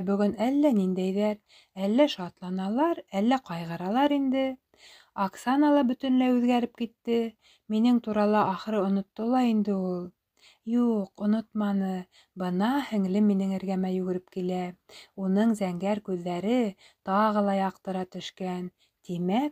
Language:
Bashkir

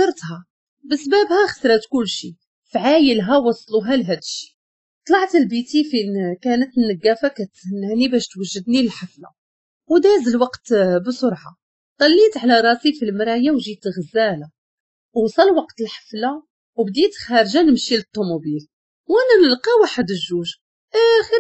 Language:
Moroccan Arabic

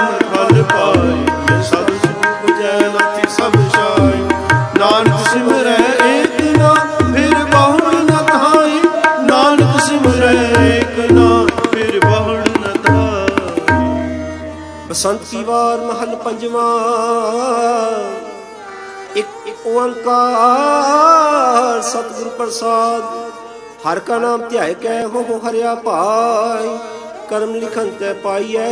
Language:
Punjabi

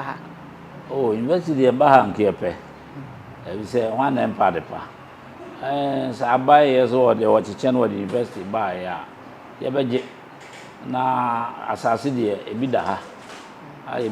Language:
Akan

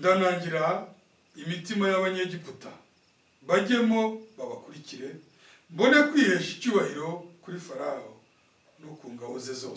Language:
Kinyarwanda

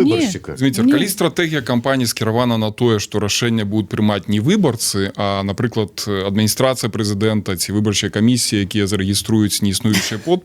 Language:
Belarusian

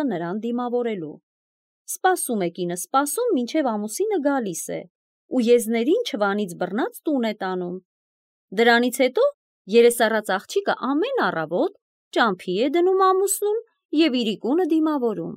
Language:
Armenian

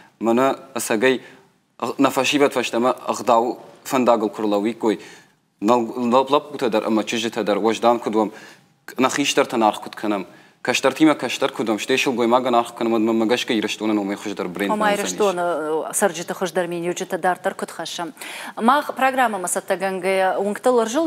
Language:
Ossetic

